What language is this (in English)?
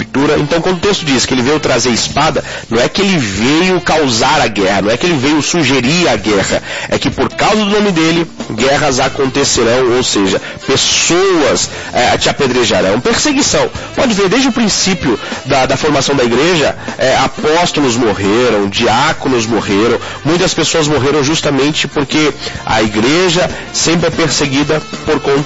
Portuguese